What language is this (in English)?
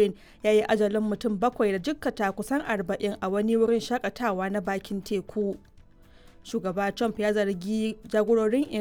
Hausa